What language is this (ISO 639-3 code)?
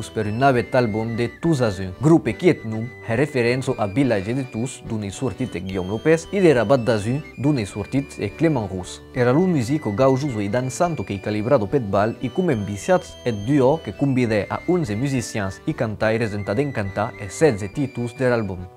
oci